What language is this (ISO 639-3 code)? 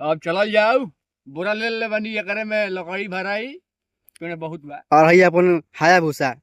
bho